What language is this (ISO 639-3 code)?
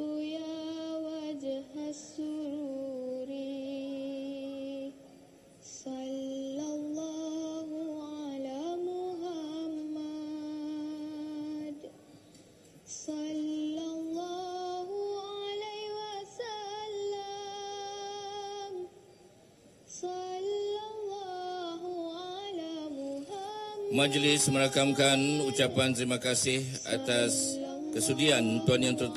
msa